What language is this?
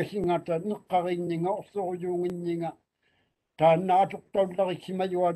Māori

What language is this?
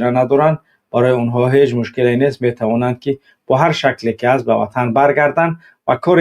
Tajik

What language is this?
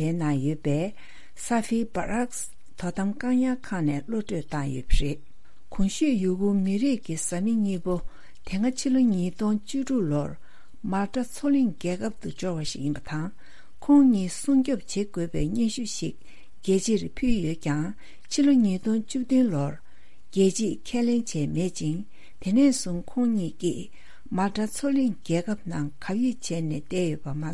Tibetan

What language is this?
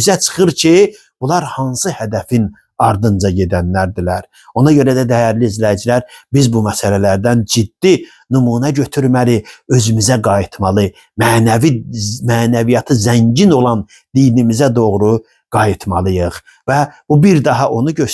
Azerbaijani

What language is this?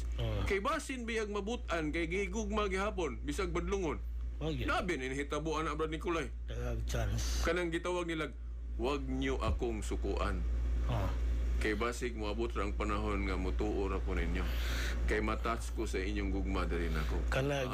Cebuano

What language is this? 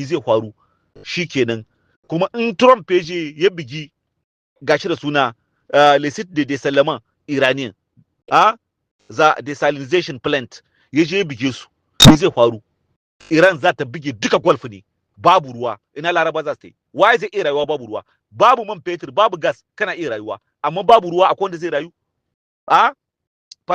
Hausa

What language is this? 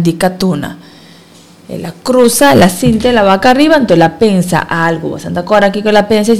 Papiamento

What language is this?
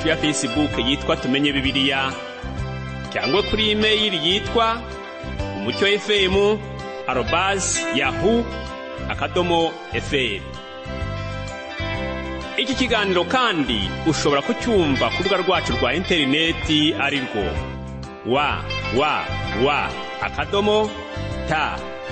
Kinyarwanda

